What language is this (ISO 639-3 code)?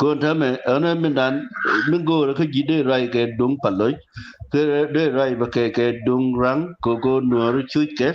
nus